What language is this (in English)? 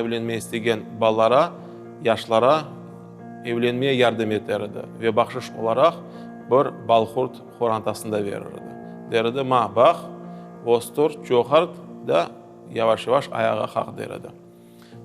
Crimean Tatar